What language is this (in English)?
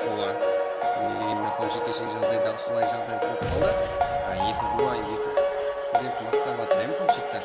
Kara-Kalpak